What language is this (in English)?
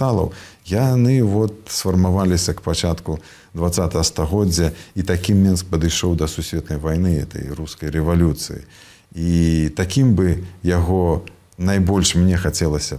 Belarusian